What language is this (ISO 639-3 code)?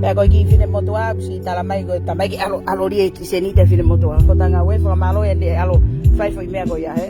ton